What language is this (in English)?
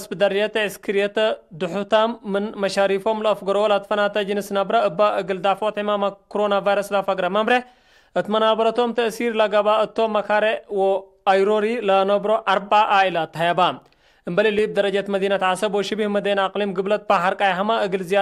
Tigre